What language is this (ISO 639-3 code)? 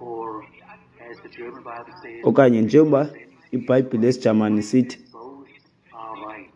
xho